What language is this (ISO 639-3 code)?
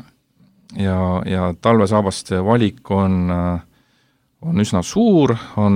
est